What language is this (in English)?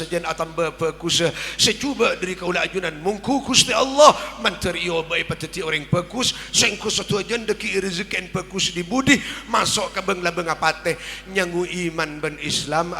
Madurese